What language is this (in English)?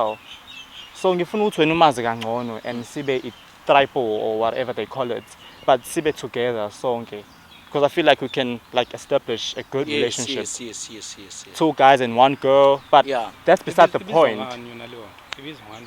Zulu